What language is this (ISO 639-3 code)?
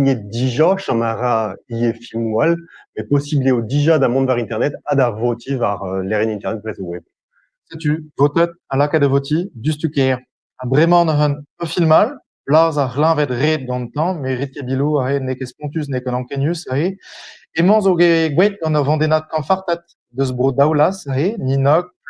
bre